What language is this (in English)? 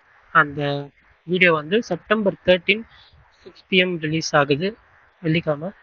Tamil